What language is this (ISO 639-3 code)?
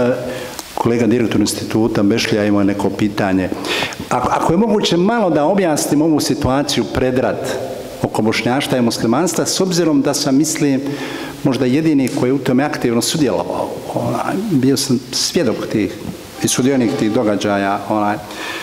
bos